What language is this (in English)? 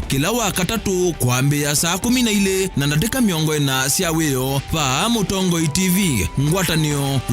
Kamba